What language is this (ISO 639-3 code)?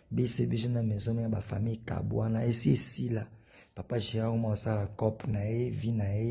lin